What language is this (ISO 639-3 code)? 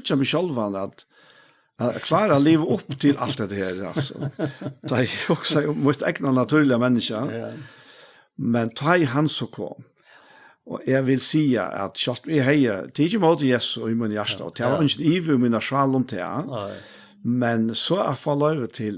fao